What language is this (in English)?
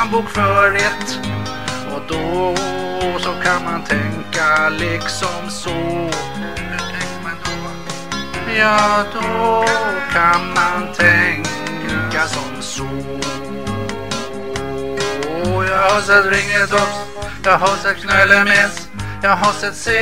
Swedish